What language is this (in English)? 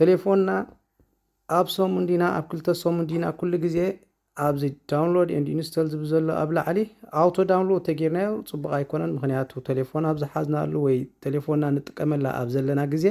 Tigrinya